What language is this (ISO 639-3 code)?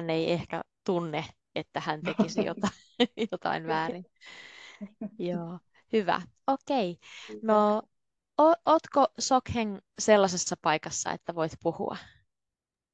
fin